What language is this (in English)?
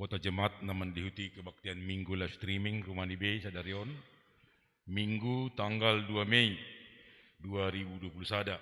Batak Simalungun